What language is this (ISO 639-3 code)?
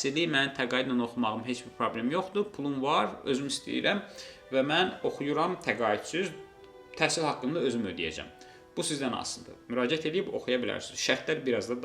aze